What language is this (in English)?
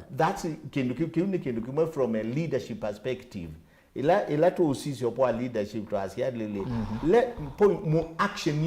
Kamba